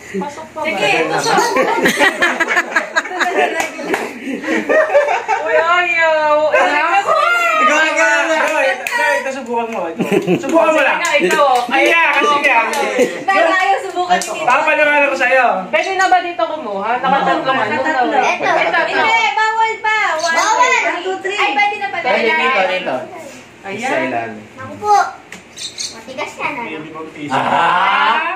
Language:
Filipino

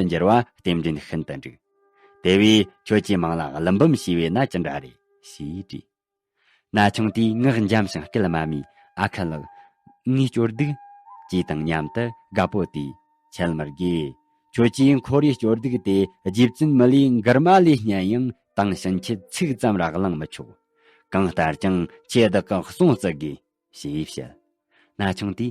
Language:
Tibetan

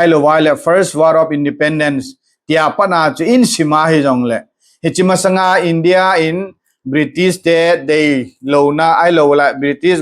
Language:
Thado Chin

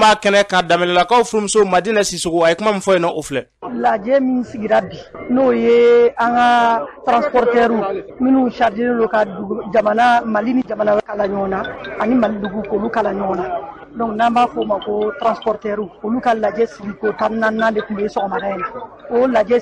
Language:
Bambara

